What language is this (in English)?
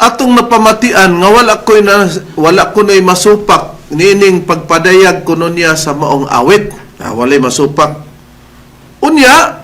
Cebuano